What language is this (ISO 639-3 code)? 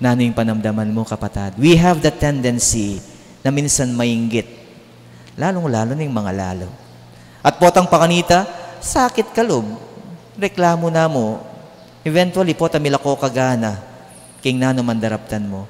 pam